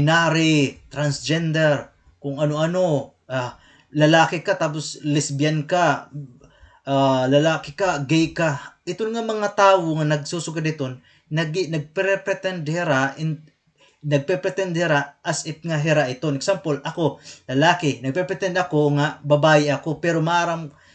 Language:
Waray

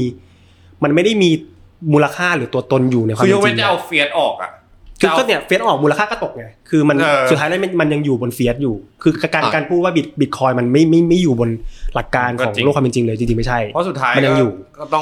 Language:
Thai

